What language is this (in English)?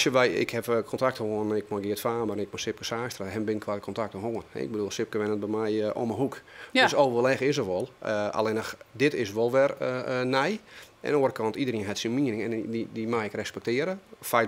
Western Frisian